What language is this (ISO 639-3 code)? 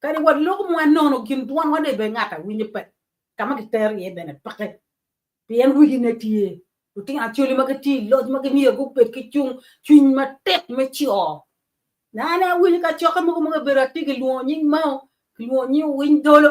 ach